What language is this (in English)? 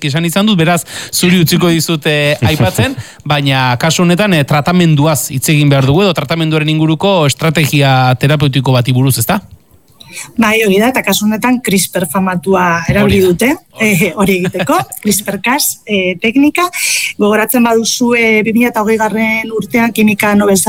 Basque